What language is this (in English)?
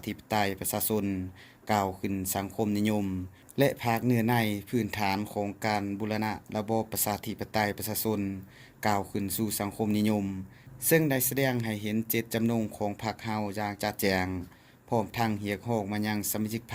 Lao